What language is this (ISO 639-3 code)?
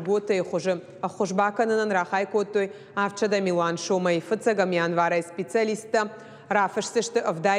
oss